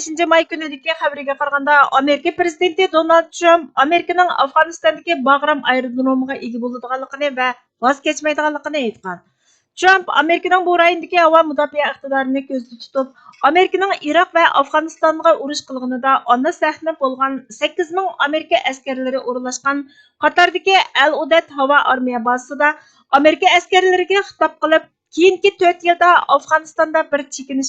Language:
Uyghur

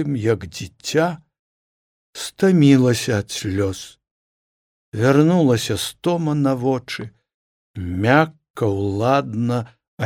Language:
Belarusian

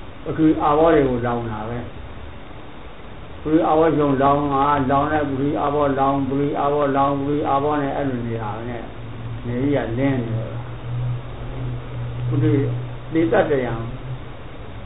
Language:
Burmese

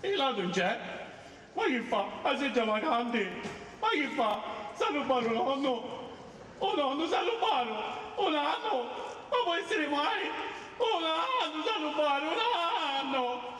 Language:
Sicilian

